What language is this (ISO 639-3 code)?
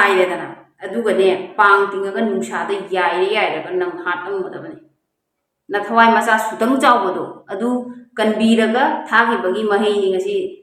mni